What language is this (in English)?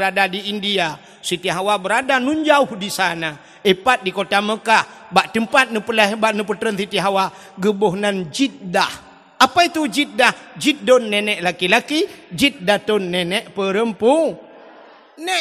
Achinese